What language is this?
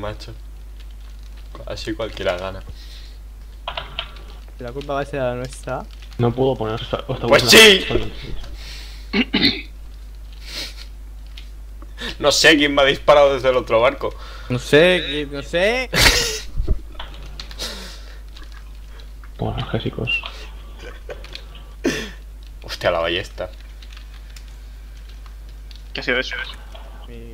Spanish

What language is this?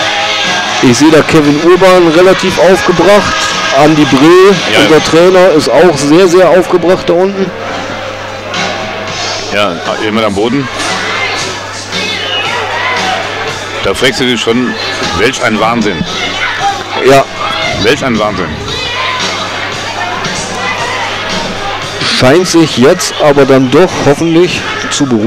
German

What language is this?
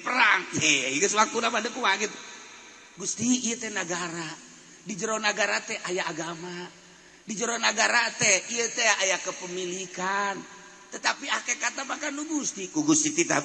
Sundanese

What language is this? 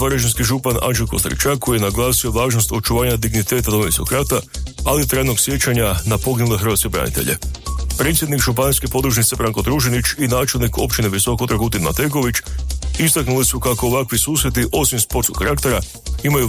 Croatian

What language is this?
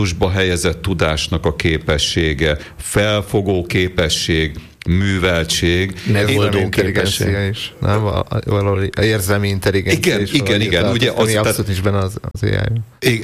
Hungarian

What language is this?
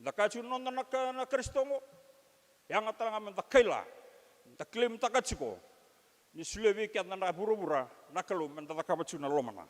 Fijian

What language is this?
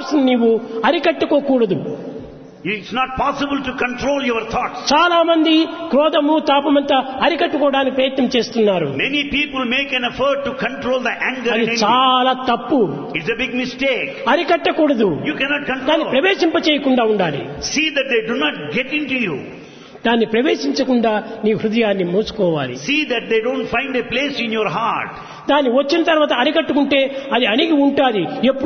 Telugu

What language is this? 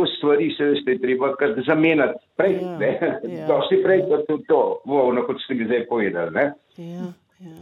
Slovenian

